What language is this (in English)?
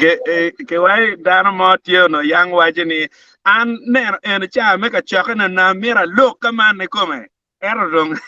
Acoli